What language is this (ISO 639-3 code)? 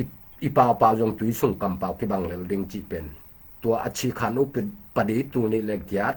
ctd